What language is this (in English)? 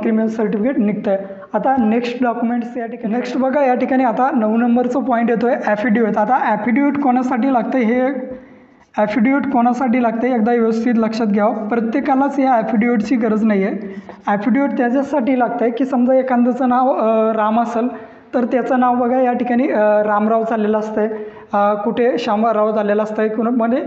Marathi